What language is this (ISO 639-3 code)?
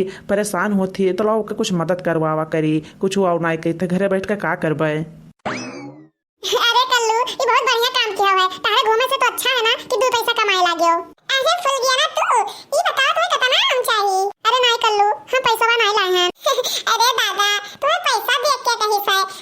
awa